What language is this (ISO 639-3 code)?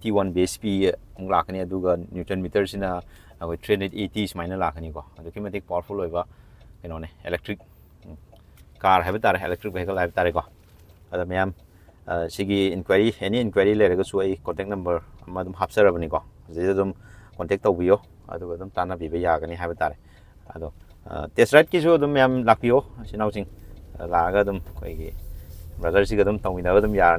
mni